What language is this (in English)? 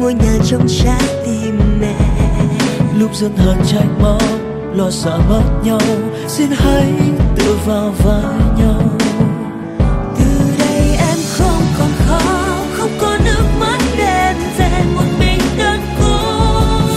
Vietnamese